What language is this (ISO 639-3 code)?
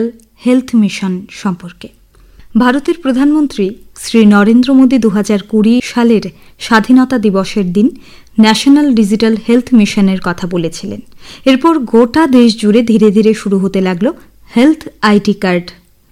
ben